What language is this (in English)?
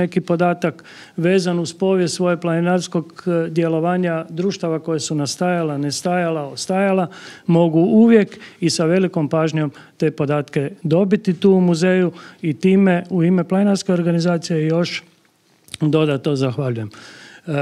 Croatian